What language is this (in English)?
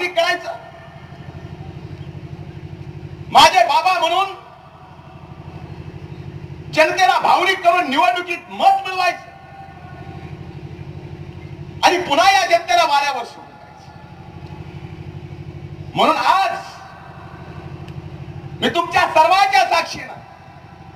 Marathi